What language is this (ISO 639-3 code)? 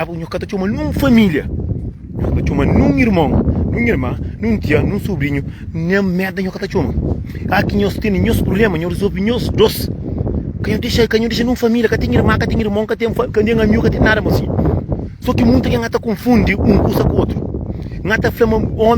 kea